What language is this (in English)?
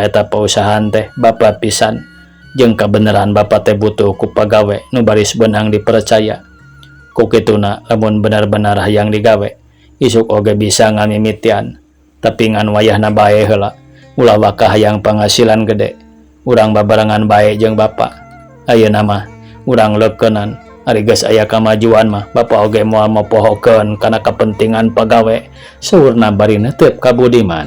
Sundanese